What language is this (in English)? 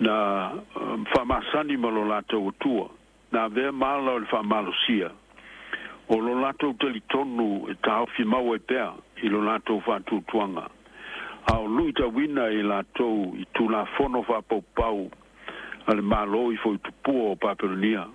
Samoan